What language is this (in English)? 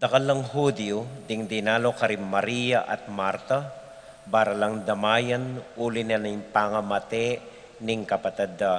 Pampanga